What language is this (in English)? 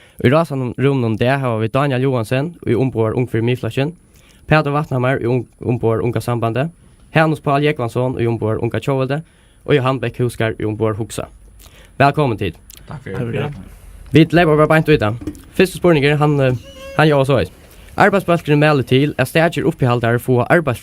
Faroese